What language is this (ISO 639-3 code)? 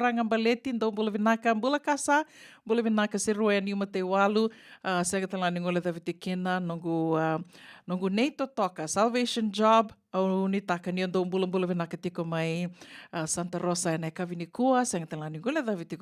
fij